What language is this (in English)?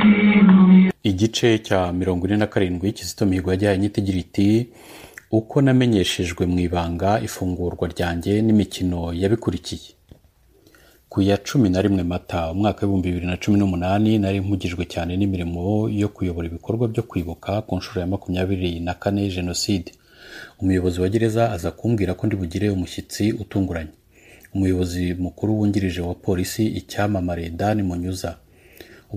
Kinyarwanda